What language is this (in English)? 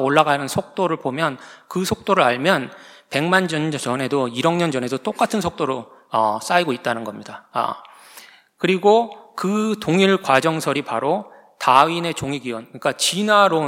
Korean